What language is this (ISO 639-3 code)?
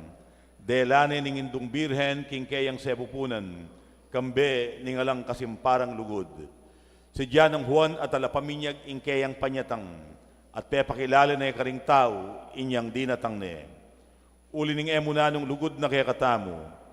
pam